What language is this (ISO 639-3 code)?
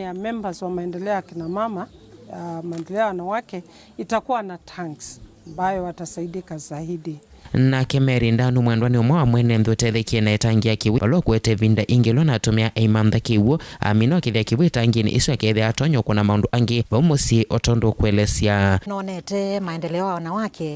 kam